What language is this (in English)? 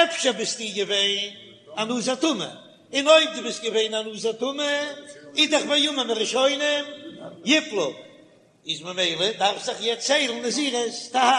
Yiddish